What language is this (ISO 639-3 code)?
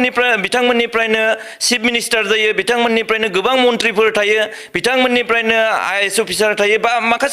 brx